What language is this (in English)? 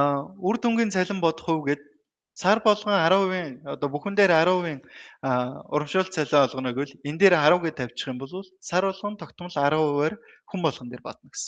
Mongolian